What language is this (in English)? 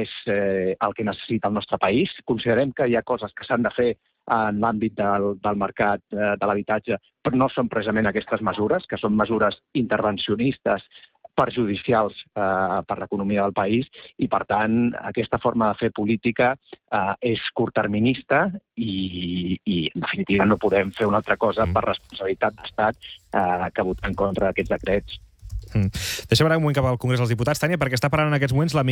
Catalan